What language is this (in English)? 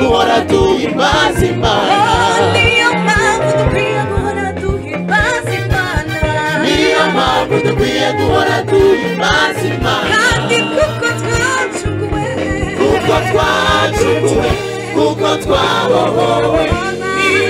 Kinyarwanda